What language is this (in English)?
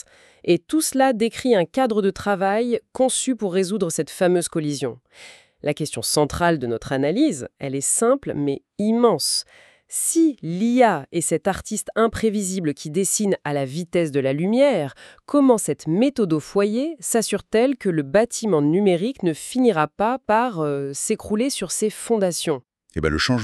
French